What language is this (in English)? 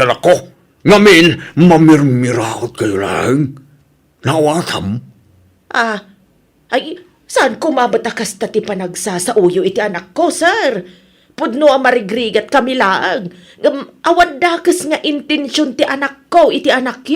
Iloko